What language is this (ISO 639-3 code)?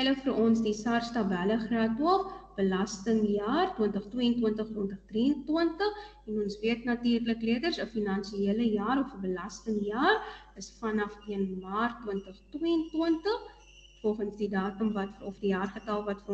afr